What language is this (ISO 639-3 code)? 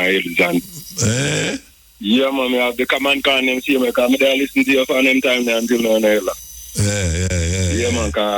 jam